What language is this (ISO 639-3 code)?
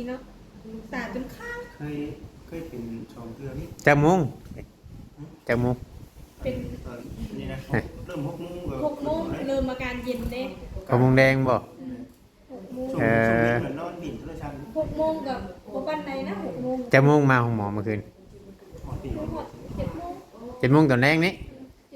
tts